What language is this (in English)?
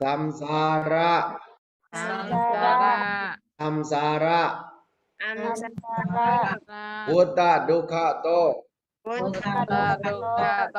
Pa'o Karen